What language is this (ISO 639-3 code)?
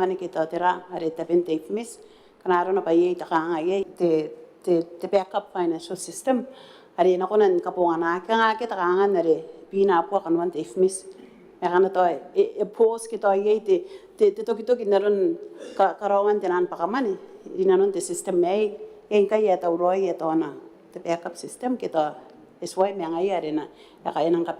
gil